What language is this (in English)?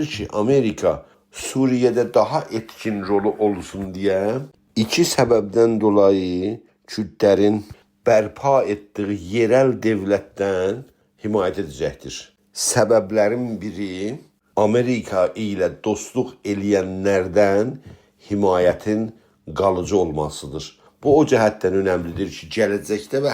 South Azerbaijani